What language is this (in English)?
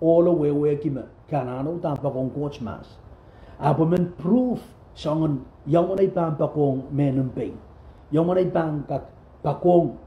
Pohnpeian